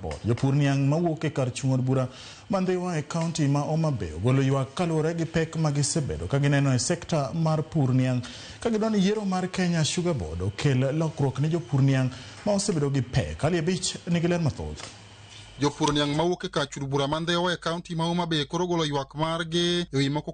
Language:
Luo (Kenya and Tanzania)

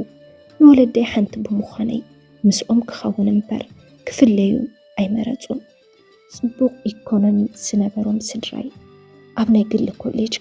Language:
Tigrinya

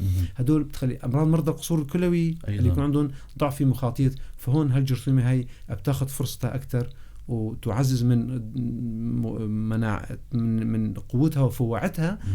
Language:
North Levantine Arabic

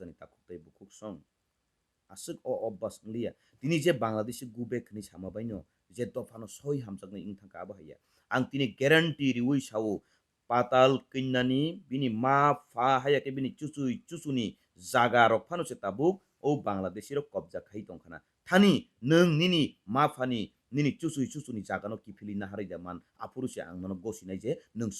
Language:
Kok Borok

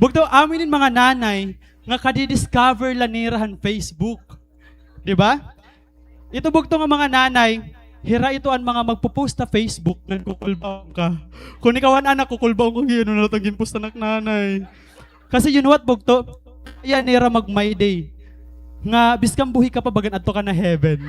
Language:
Waray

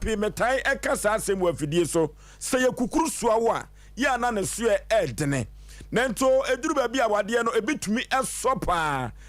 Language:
Akan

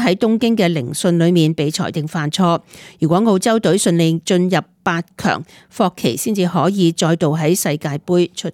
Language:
Cantonese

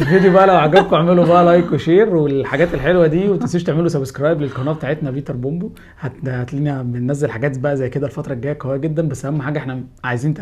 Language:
Egyptian Arabic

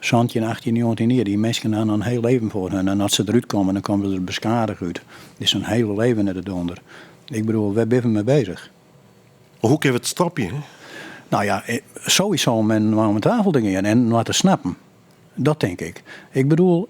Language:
Western Frisian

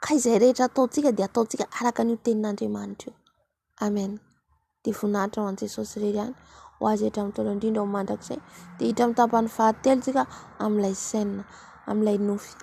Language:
Malagasy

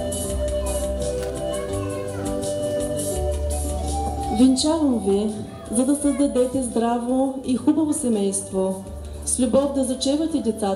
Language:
Bulgarian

